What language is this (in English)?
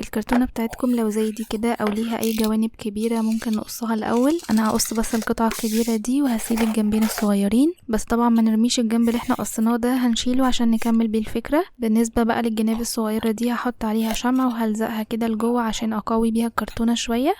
Egyptian Arabic